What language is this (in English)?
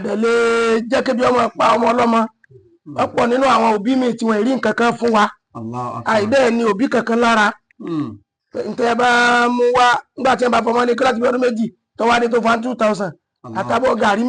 Yoruba